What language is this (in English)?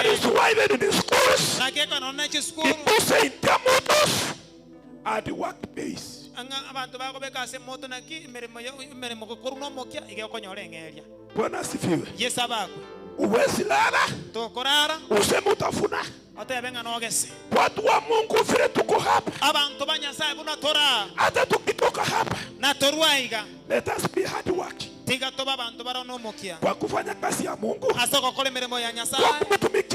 Gusii